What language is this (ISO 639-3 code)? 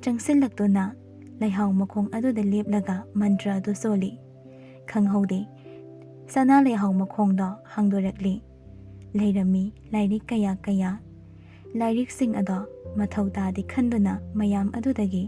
mni